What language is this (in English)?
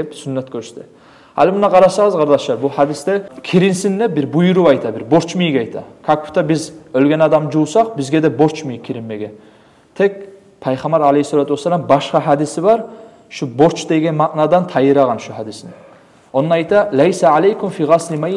Kumyk